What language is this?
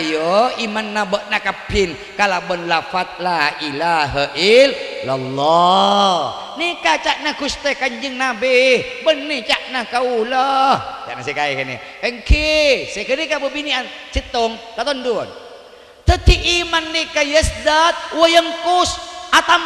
Madurese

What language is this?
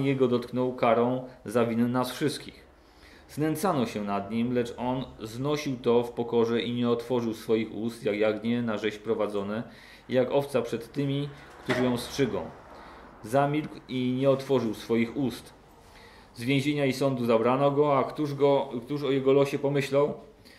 Polish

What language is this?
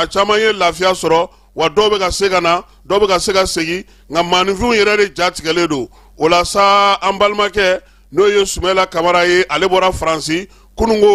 Bambara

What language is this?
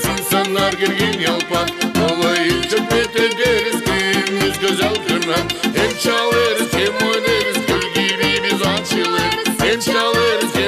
Gagauz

